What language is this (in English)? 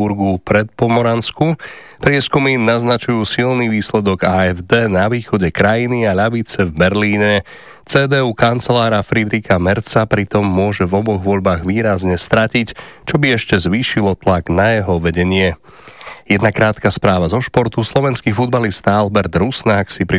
Slovak